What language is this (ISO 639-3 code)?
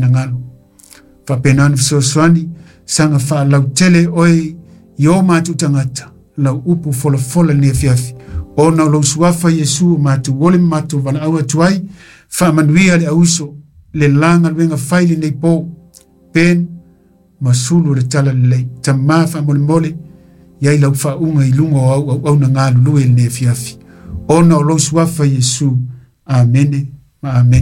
smo